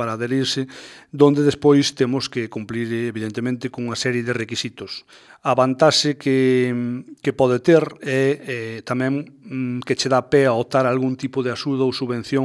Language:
Galician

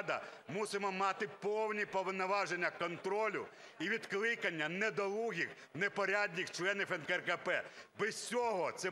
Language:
Ukrainian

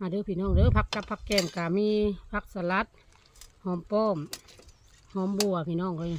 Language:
Lao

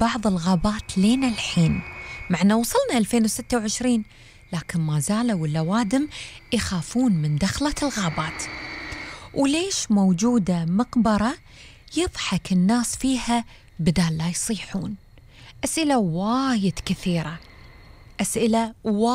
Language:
Gulf Arabic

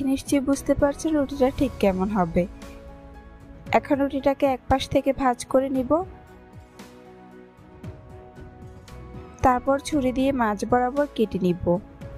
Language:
Bangla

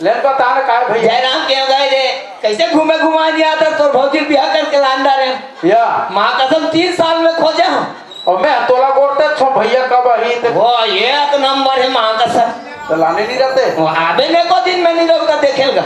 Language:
Chhattisgarhi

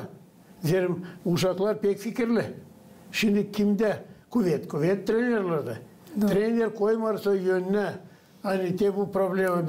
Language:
Gagauz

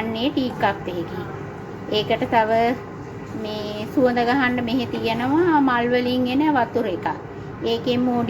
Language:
Sinhala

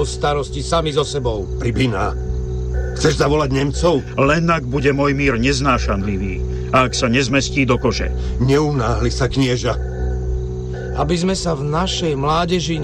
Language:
Slovak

